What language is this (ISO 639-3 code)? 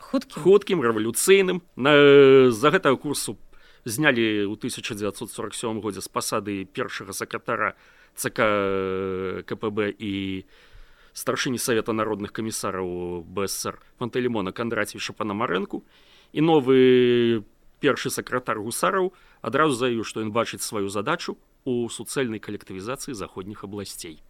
bel